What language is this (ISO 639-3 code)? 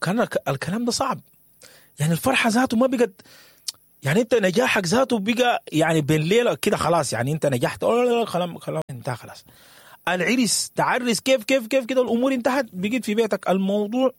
apd